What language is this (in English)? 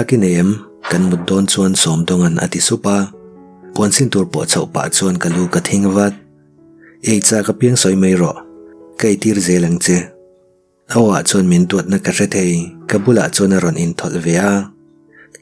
Mizo